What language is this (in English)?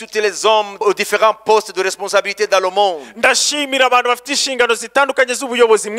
Kinyarwanda